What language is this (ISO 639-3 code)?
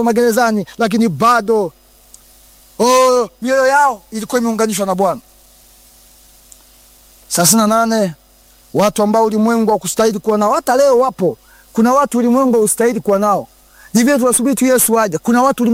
swa